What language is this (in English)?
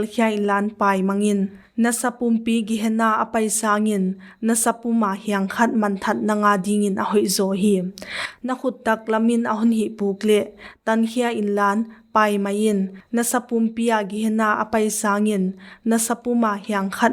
Paite Chin